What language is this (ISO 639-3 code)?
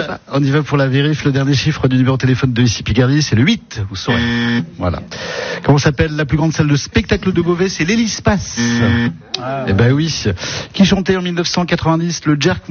fra